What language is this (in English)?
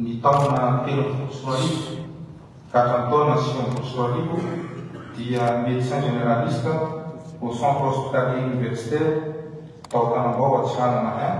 Malagasy